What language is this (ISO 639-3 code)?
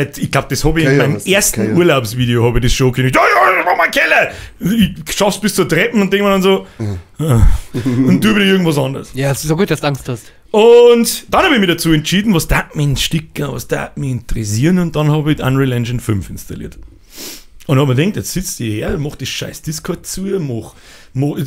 bar